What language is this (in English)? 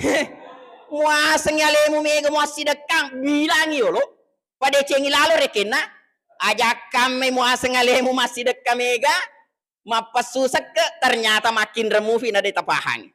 Buginese